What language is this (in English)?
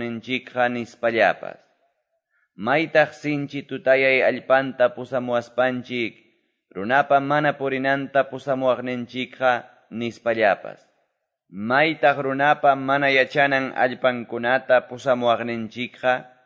Quechua